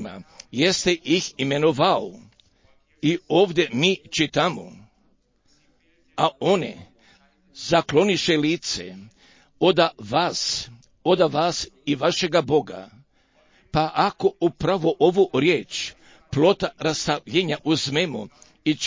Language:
Croatian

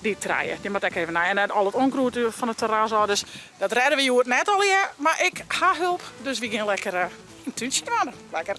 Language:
Western Frisian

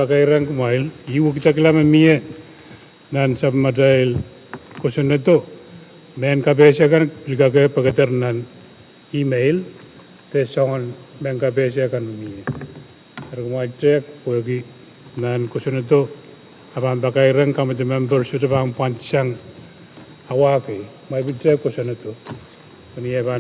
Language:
Pohnpeian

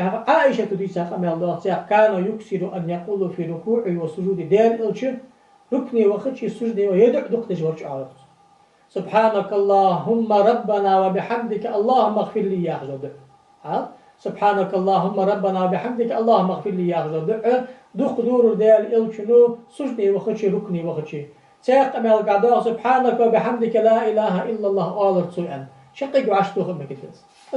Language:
Ingush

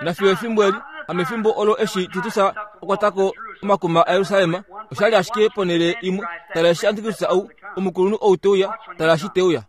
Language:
Kuanyama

